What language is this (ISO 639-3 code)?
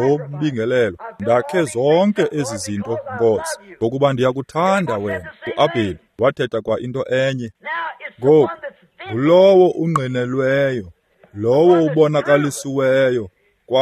xho